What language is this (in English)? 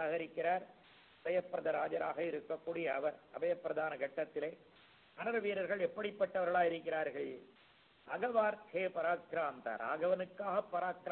Tamil